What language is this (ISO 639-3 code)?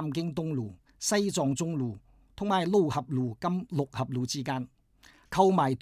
yue